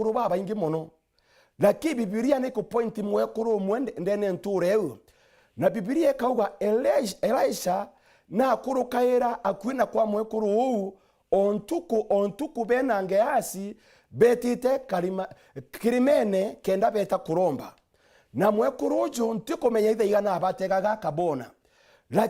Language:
Meru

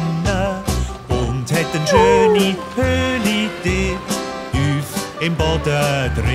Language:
Swiss German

